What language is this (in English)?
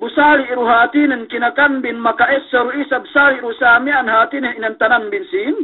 Yakan